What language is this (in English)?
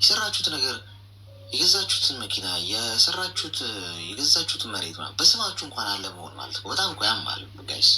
Amharic